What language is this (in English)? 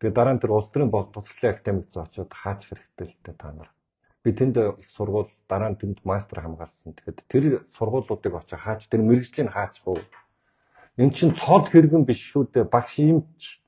Mongolian